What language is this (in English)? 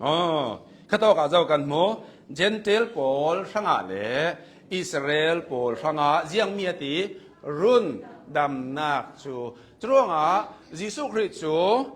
Hakha Chin